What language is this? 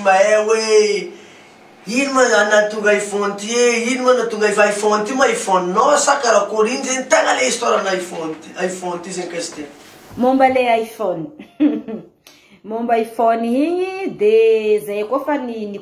Malagasy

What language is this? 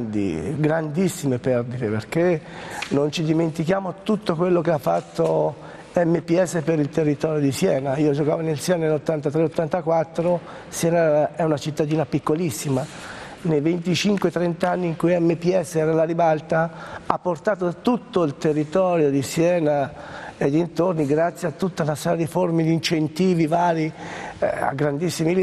Italian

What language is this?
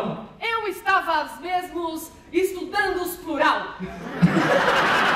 Portuguese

